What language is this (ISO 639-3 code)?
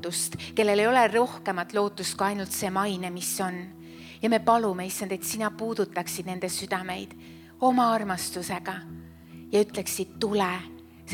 est